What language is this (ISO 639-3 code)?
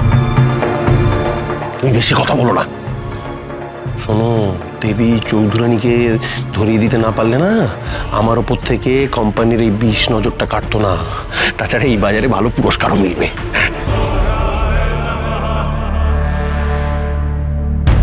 ben